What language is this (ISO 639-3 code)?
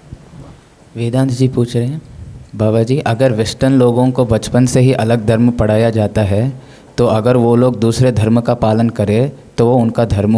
hin